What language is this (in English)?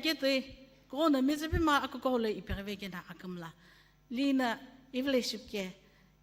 Sumi Naga